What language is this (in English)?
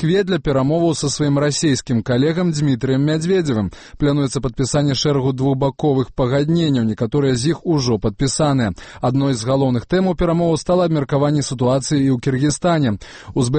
Belarusian